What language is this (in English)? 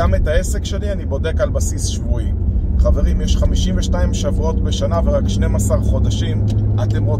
Hebrew